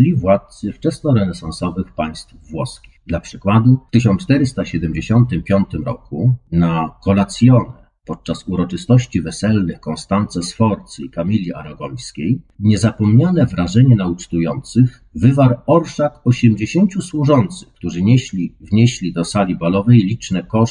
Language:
Polish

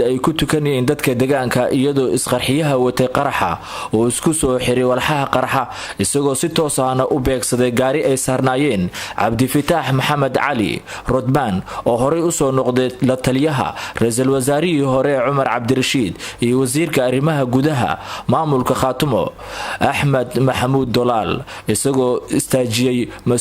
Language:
Somali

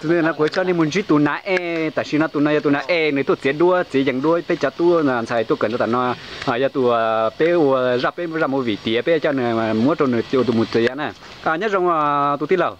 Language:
Hmong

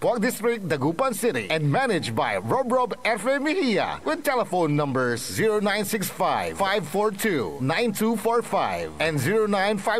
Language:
Pangasinan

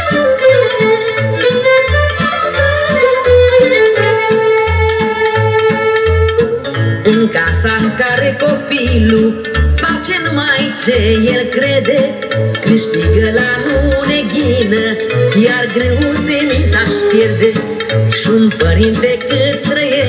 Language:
Romanian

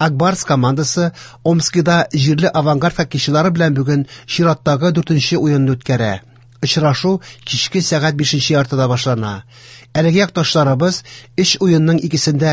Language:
Tatar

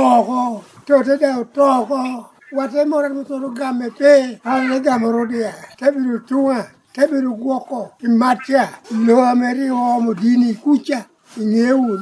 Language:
Lango (Uganda)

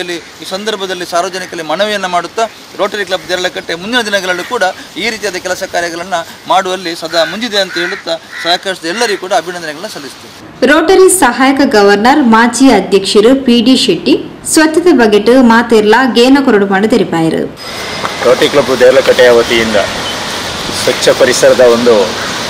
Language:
Kannada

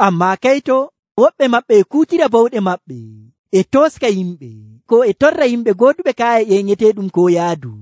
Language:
Nigerian Fulfulde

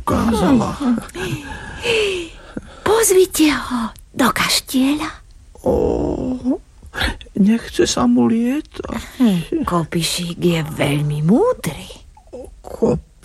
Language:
Slovak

